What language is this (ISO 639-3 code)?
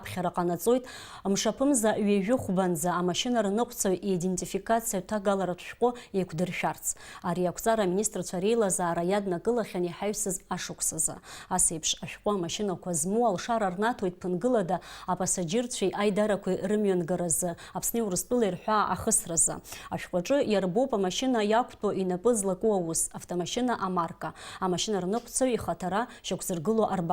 abk